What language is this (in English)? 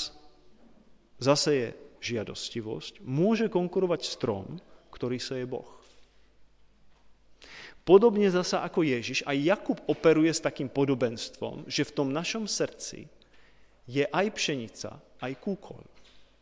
Slovak